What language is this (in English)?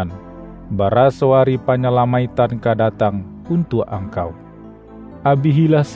Minangkabau